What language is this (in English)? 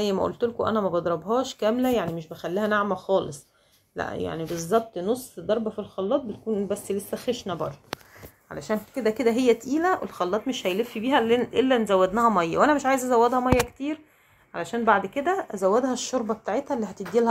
Egyptian Arabic